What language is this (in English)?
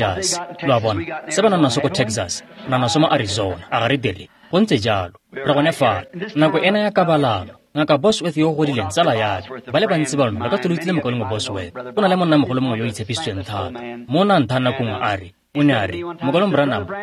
Tswana